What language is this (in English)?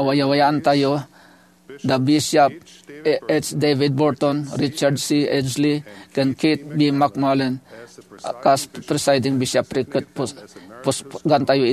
Iloko